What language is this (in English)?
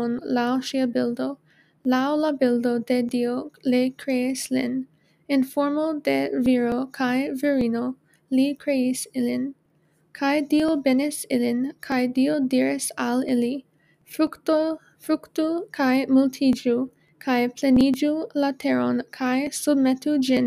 Esperanto